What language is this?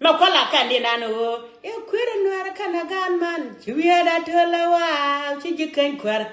Nuer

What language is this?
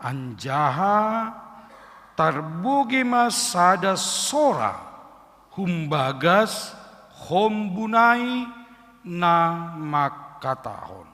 Batak Simalungun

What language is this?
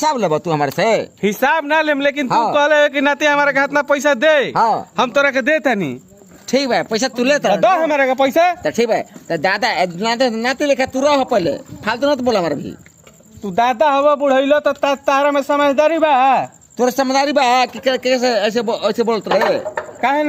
Bhojpuri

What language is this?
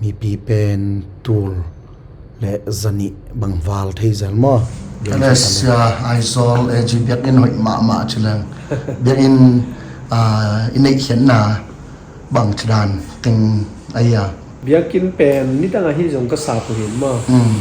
Tedim Chin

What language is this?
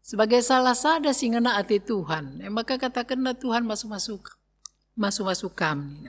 Batak Karo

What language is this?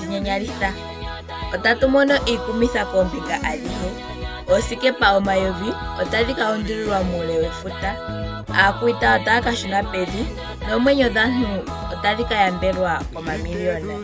Ndonga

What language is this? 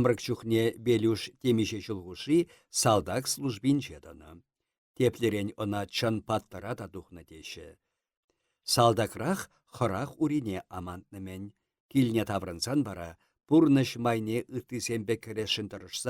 Chuvash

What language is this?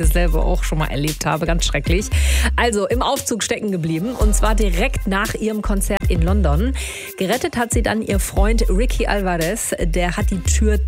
German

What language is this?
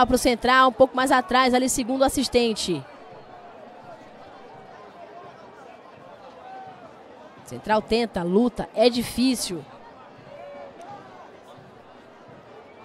Portuguese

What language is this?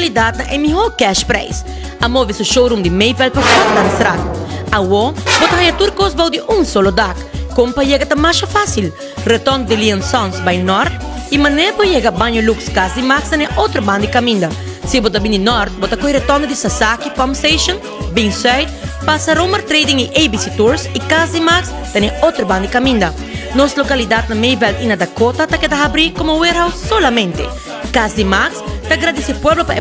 Papiamento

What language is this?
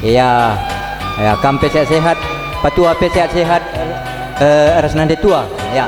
Batak Karo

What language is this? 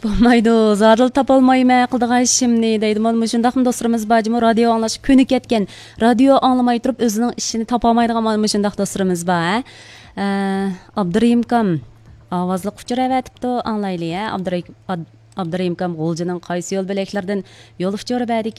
Uyghur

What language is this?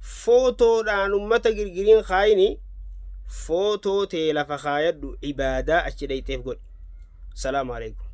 Oromo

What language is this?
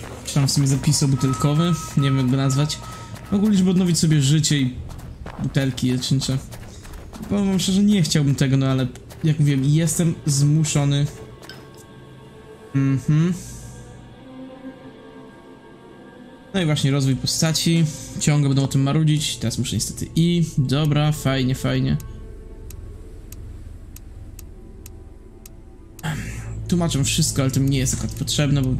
Polish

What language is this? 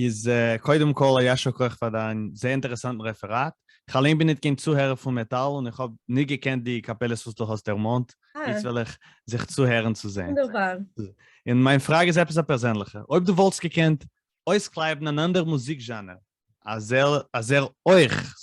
Yiddish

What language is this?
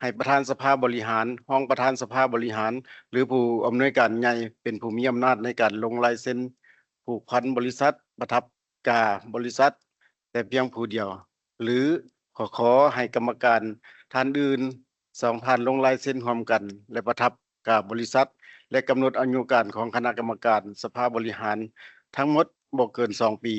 Lao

